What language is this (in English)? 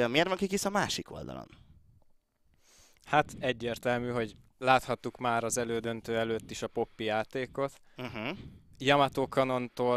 Hungarian